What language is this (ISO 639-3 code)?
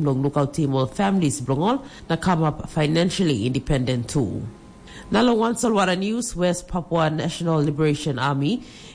tpi